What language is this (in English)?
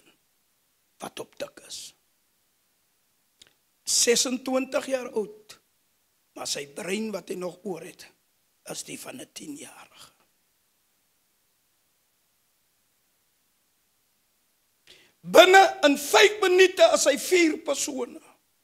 Afrikaans